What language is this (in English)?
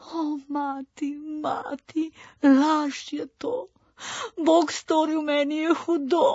Slovenian